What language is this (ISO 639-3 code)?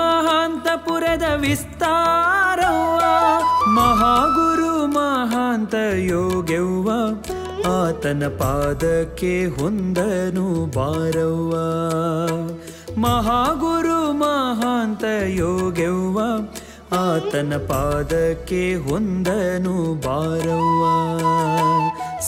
kan